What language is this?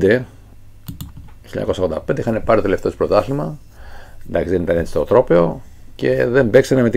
Greek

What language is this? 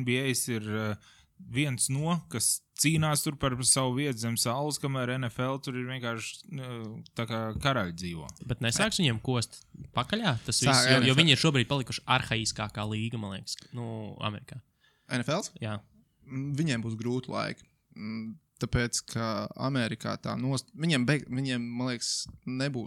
Latvian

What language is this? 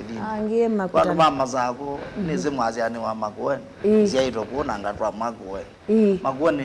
Kamba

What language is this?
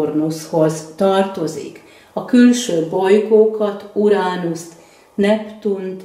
Hungarian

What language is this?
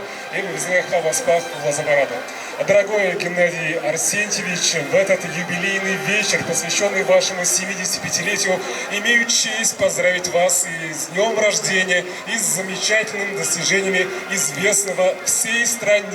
Chuvash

